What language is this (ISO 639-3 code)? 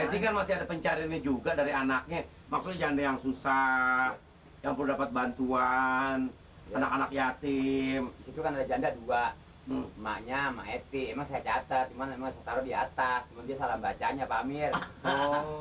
bew